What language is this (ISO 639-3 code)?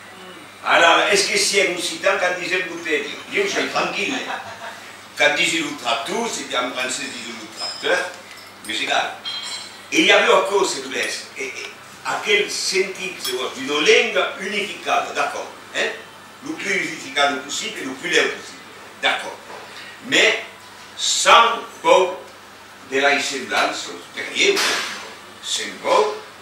oci